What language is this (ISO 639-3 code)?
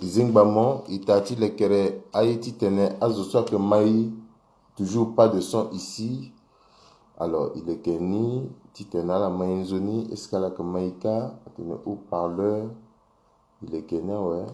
sag